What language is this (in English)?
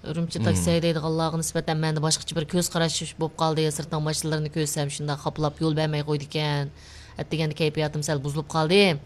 Uyghur